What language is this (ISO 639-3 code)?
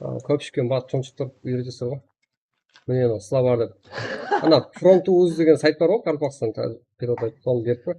kaa